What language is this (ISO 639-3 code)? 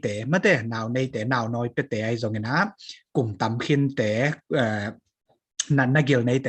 ctd